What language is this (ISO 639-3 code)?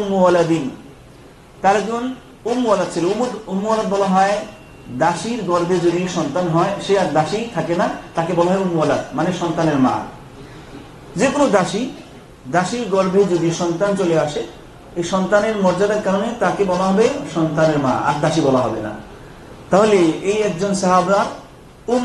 ben